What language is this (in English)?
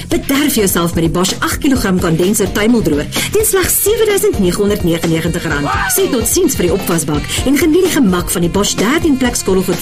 Afrikaans